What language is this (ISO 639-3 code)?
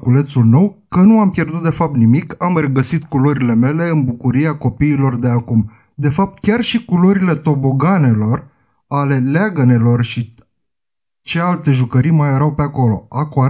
ron